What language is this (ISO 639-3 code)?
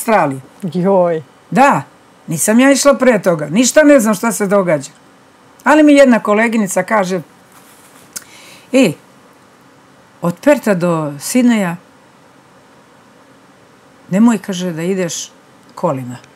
srp